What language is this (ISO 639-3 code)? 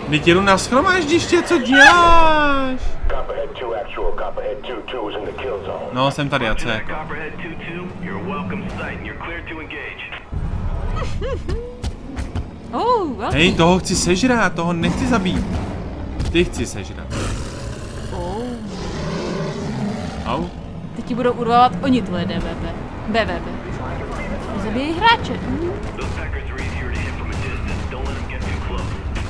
ces